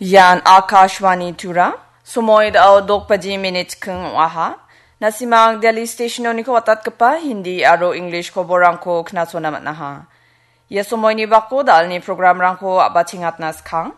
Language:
Garo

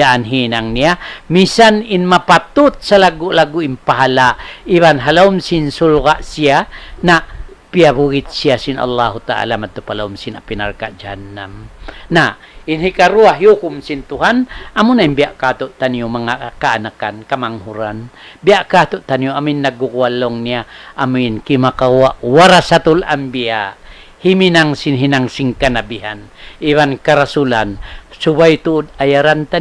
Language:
Tausug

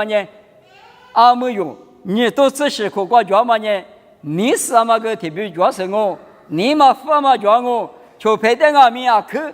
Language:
Lisu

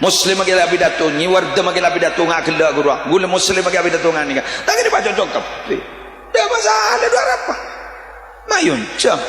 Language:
Madurese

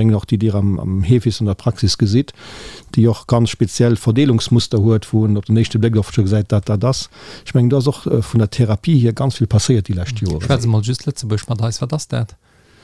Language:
Luxembourgish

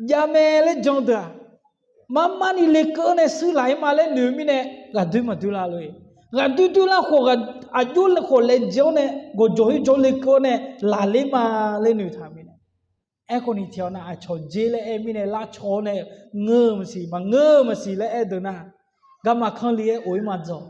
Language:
Akha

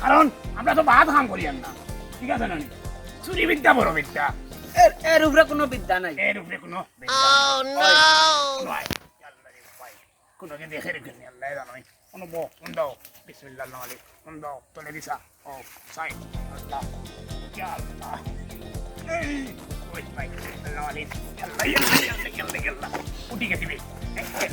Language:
Sylheti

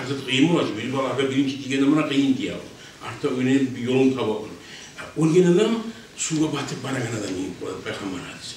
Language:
Kumyk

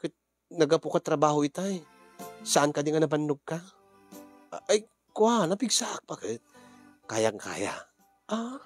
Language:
Iloko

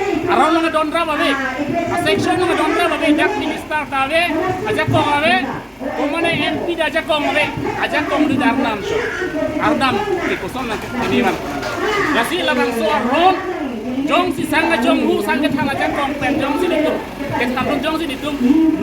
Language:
Karbi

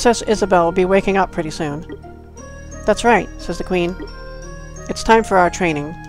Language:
English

